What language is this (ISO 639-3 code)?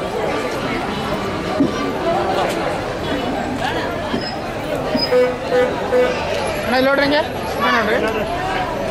kan